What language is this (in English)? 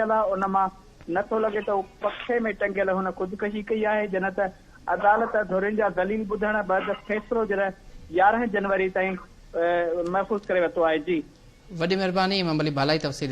Sindhi